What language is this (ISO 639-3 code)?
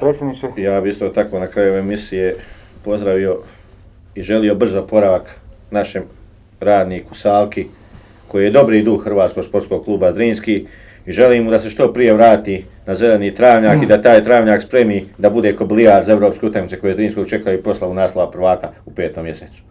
bos